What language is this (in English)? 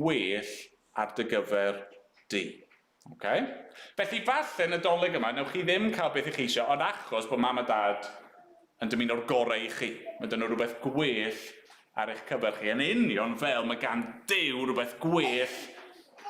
Welsh